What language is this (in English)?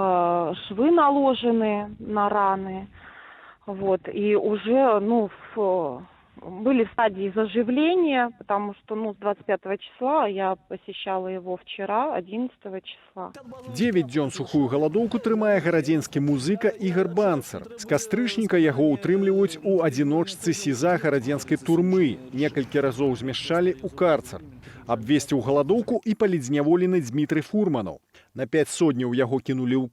Belarusian